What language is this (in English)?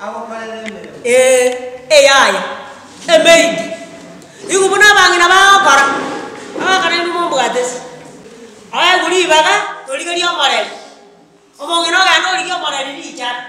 Gusii